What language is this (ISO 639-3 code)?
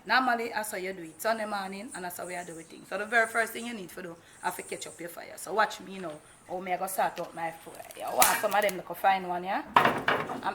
jam